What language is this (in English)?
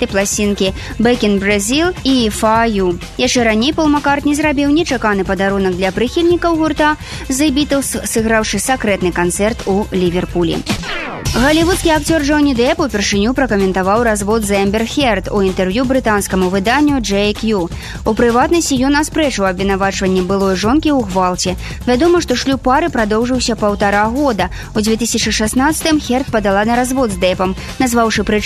Belarusian